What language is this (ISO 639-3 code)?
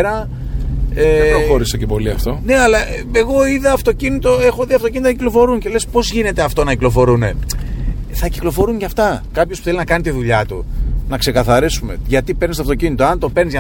ell